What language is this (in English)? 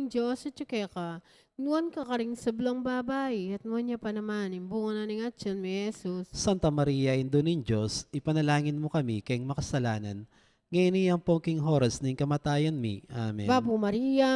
Pampanga